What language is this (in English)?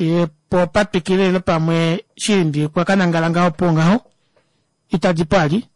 Kuanyama